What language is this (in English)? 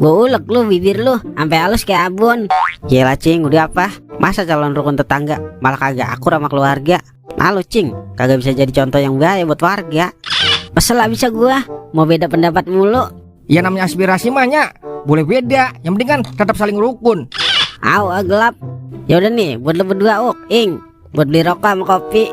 Betawi